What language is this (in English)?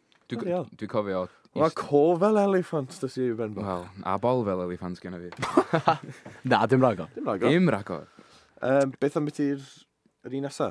Welsh